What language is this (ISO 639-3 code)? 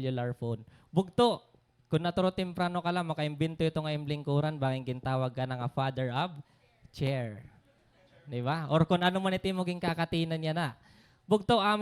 war